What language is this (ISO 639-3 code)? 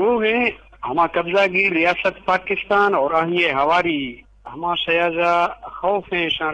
bgp